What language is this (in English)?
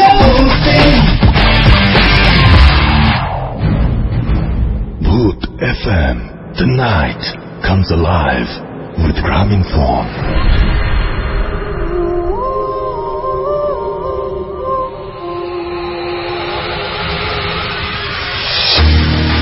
Bangla